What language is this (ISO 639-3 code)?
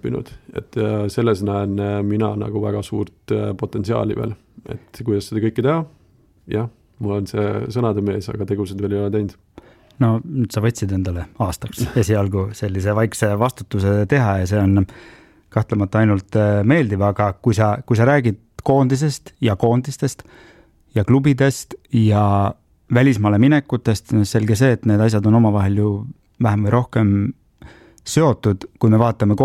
est